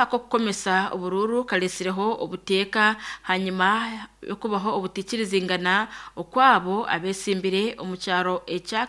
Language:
Nyankole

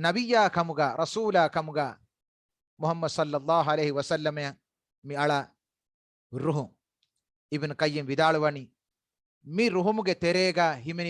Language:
Divehi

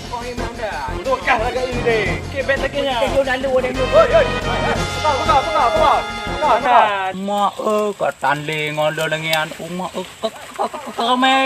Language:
Achinese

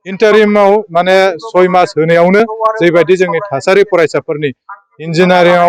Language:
Bodo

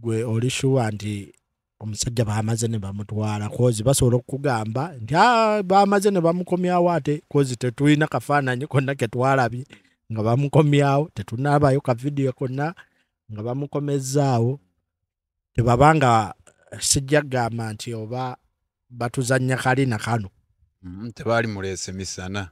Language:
Ganda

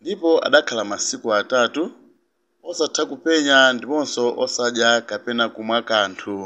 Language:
Nyanja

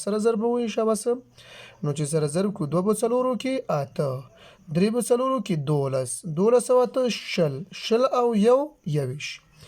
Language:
Pashto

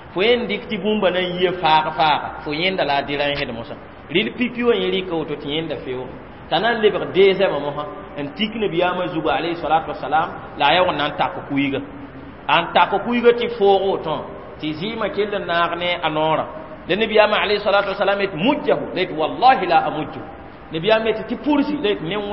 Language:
Mossi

